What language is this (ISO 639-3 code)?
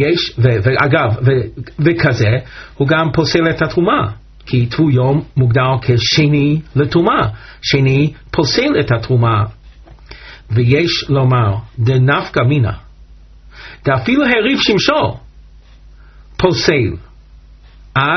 heb